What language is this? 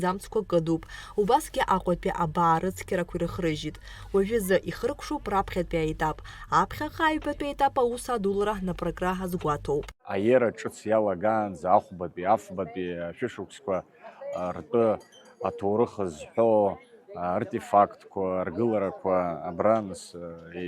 Abkhazian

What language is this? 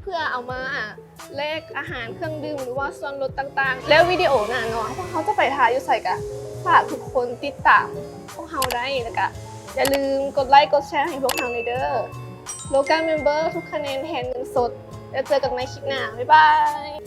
Lao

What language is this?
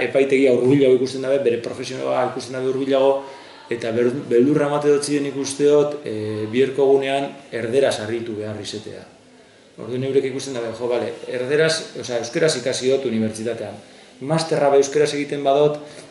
Basque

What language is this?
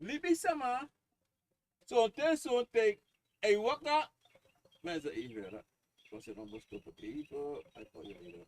Sranan Tongo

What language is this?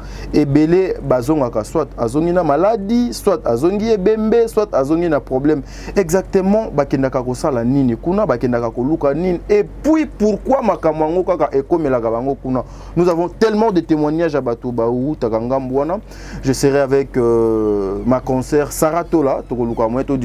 Lingala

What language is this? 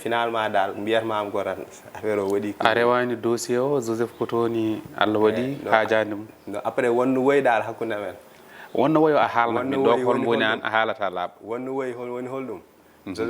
Fula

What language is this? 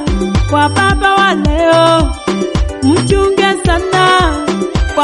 Swahili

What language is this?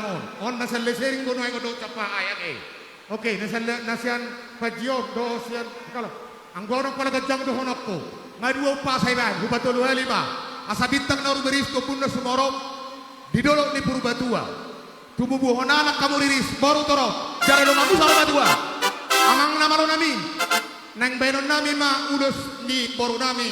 Batak Toba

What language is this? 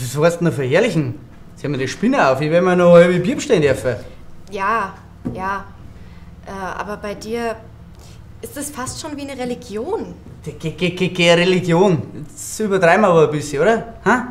Bavarian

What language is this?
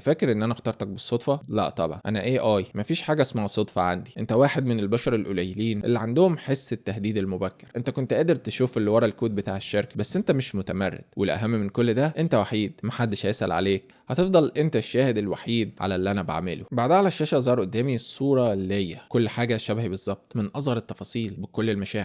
Egyptian Arabic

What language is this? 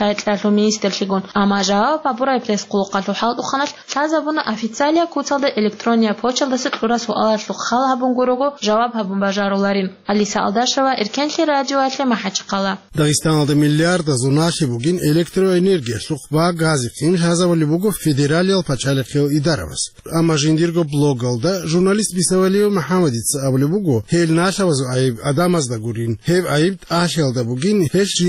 Avaric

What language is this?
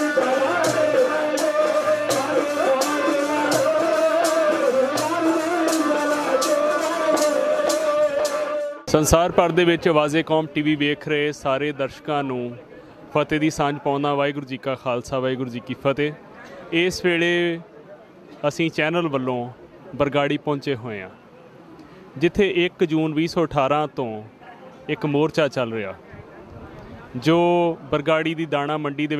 Punjabi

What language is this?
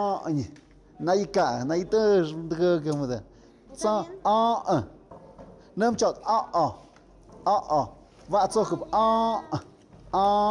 Tlahuitoltepec Mixe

